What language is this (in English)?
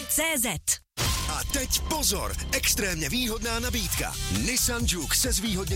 Czech